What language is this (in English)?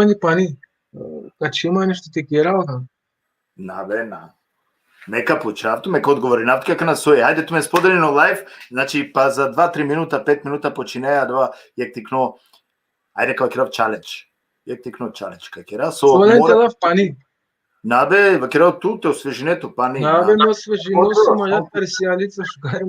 Balkan Romani